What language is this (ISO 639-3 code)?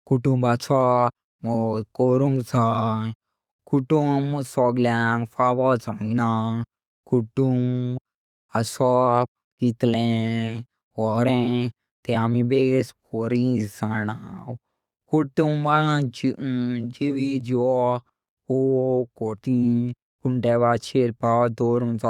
kok